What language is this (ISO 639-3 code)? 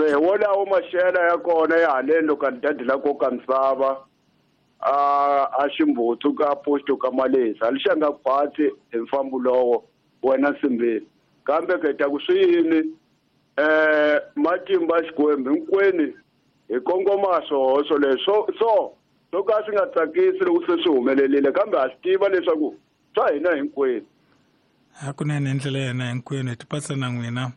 tso